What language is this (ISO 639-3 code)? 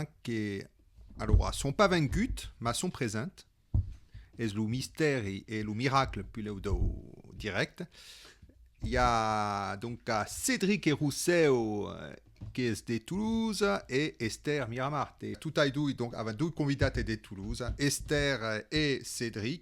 oci